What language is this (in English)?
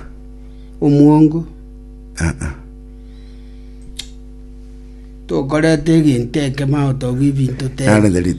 Gusii